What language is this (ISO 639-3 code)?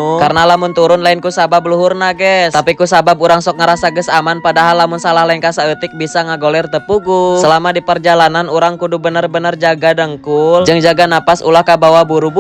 sun